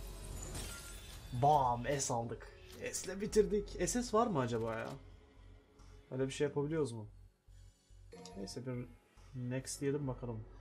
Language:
Turkish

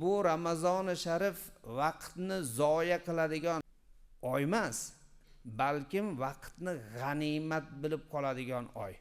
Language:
Uzbek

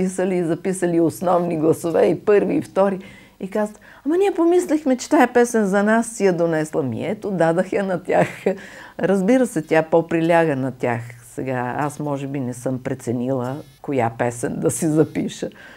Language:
Bulgarian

